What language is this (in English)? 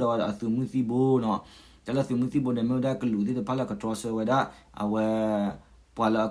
S'gaw Karen